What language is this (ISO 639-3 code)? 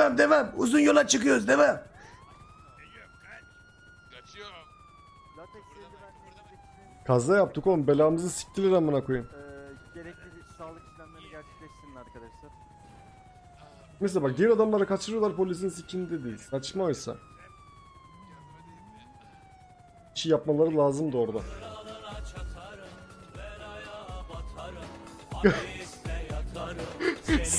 tur